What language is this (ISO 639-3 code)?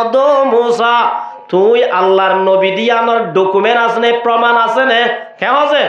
rhg